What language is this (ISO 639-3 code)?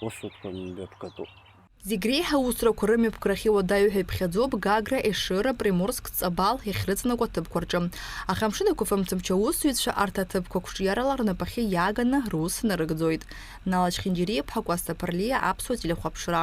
abk